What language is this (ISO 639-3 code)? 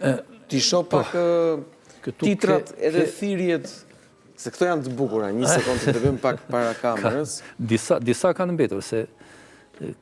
sqi